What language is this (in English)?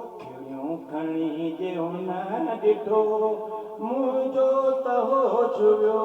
Sindhi